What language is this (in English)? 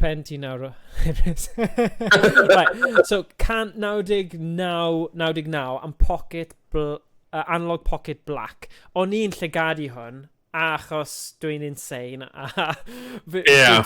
Welsh